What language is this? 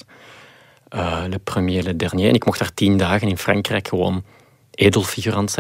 Dutch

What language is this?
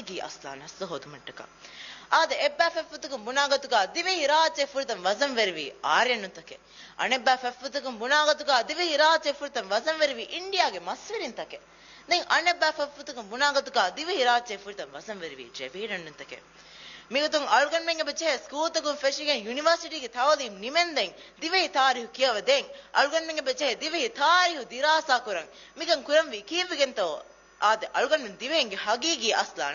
Divehi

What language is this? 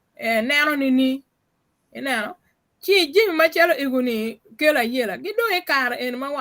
Acoli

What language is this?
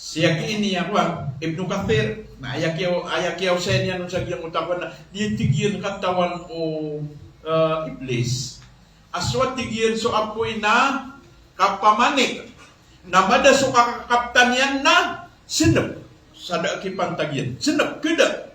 Maranao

